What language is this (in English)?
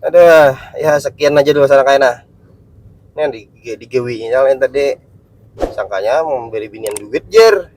Banjar